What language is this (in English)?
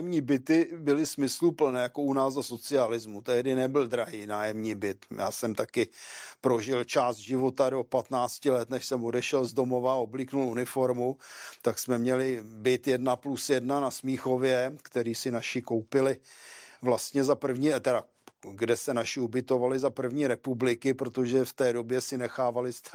Czech